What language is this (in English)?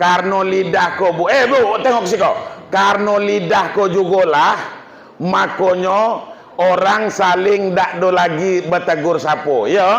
Minangkabau